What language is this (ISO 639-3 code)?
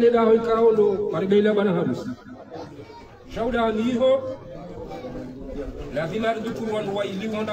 swa